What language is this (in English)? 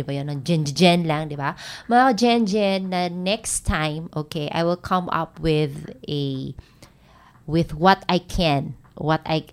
Filipino